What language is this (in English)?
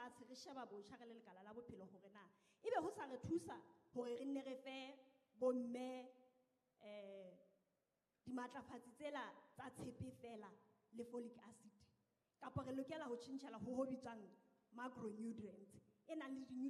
Southern Sotho